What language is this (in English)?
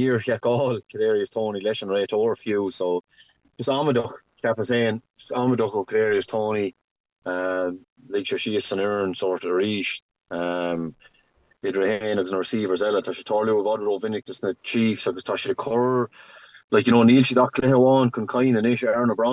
Irish